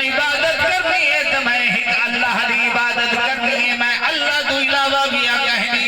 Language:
Saraiki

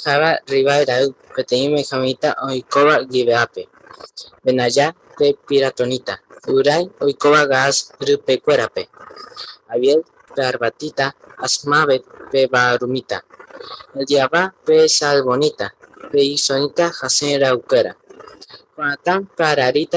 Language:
Guarani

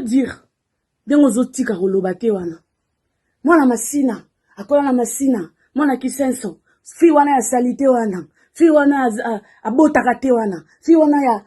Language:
Lingala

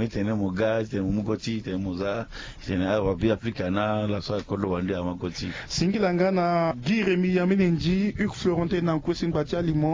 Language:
Sango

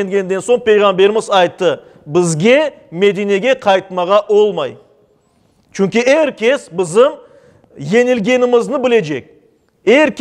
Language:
Crimean Tatar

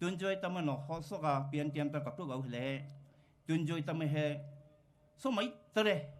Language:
Poumei Naga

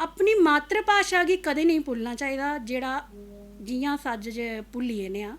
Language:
Dogri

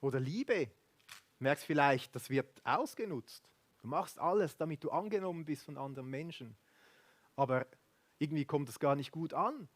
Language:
Swiss German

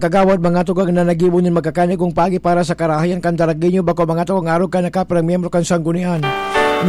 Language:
Bikol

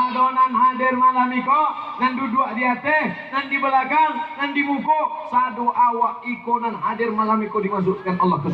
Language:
Minangkabau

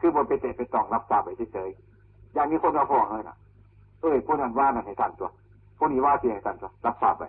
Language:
Northeastern Thai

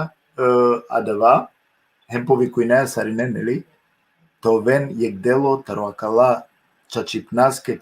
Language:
Balkan Romani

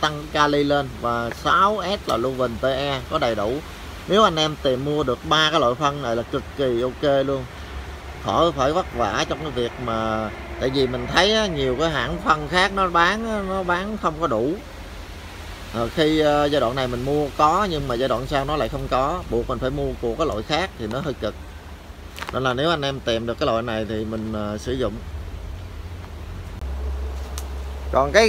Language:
Vietnamese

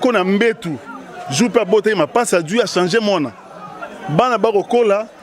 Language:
Lingala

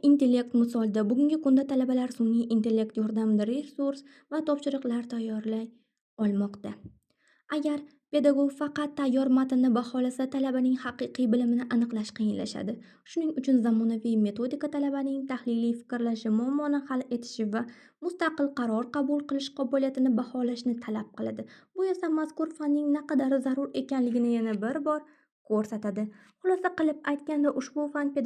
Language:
Uzbek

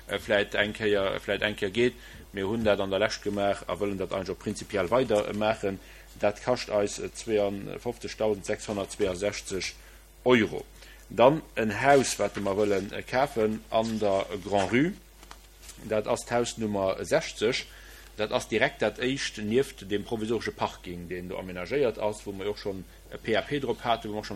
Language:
Luxembourgish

